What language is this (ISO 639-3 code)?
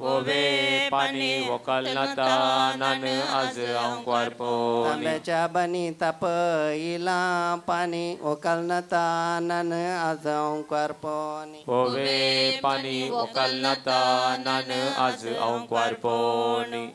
kok